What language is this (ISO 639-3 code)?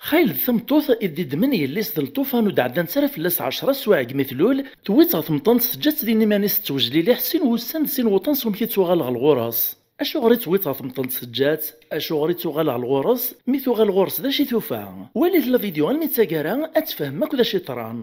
kab